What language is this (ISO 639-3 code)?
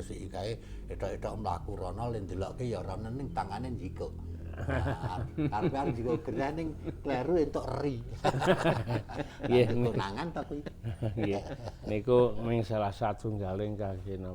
jav